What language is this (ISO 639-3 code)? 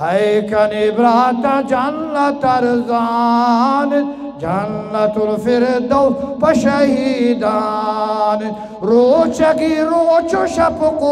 bgp